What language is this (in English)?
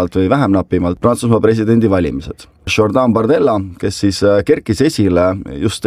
Estonian